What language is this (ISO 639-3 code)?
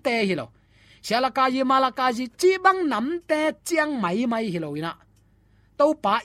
ctd